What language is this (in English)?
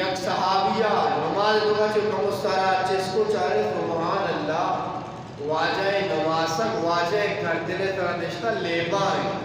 Eastern Balochi